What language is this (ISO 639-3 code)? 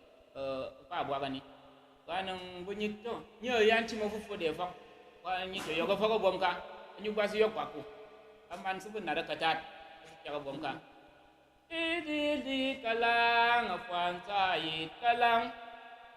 kcg